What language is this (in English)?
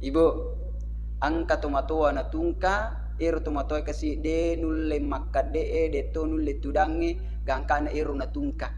Buginese